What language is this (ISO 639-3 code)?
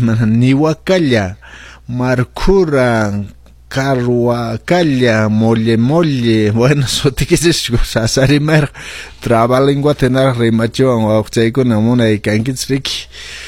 que